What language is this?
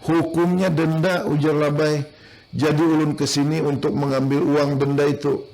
Banjar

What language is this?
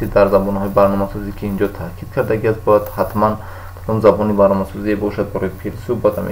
Tajik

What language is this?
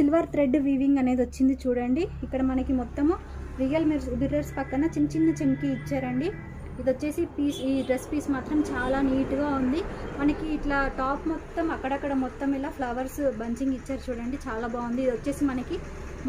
Telugu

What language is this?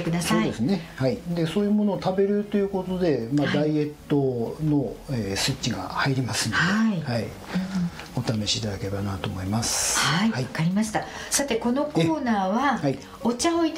Japanese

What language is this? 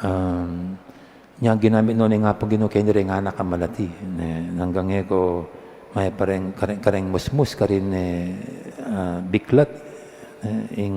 Pampanga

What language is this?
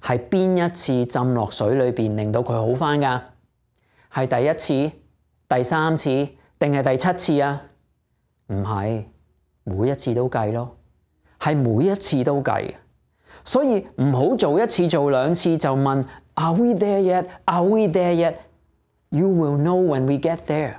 Cantonese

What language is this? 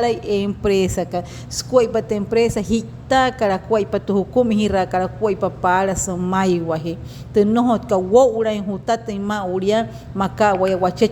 Wayuu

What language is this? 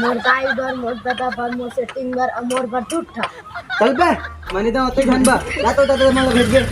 Chhattisgarhi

